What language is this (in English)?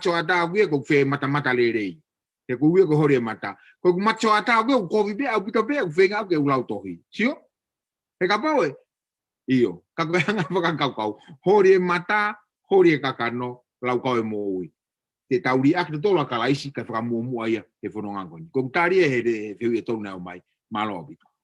Tongan